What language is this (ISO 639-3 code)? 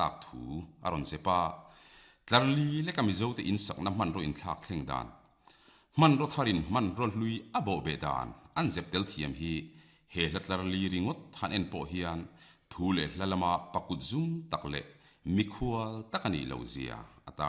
lus